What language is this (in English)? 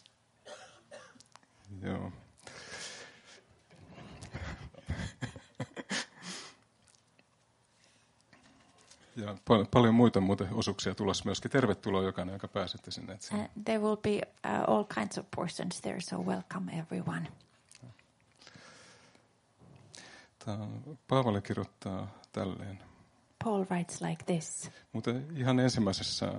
Finnish